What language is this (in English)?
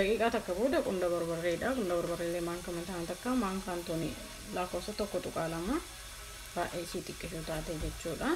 Oromo